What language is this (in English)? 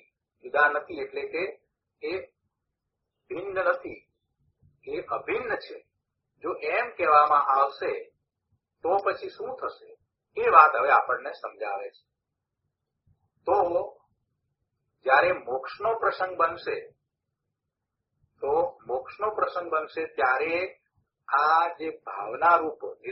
Gujarati